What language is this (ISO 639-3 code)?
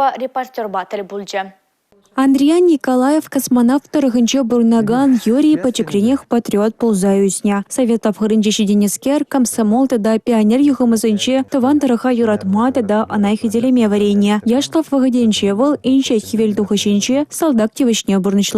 chv